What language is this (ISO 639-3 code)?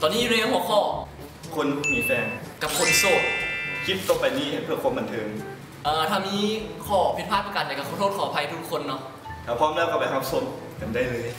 lao